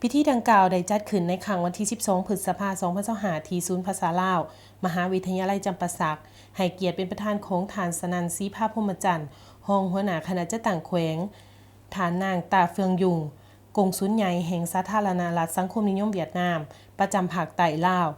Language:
Lao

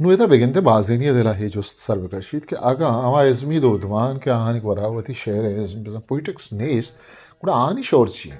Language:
Eastern Balochi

